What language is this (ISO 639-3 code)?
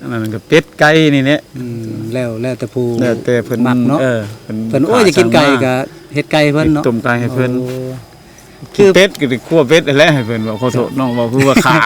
lao